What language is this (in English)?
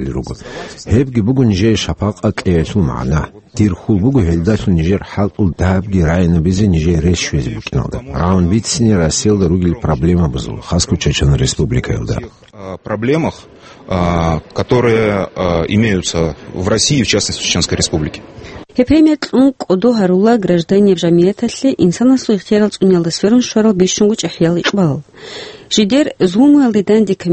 Avaric